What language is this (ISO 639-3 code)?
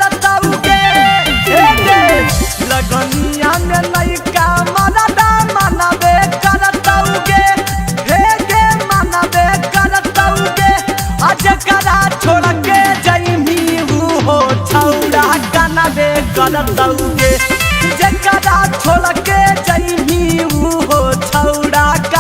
mag